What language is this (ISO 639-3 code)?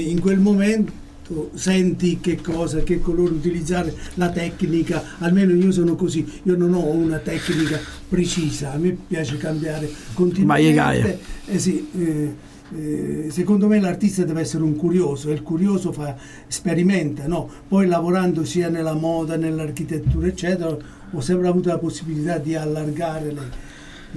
ita